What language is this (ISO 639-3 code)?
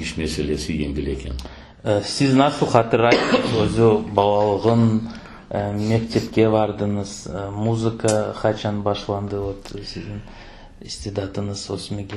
crh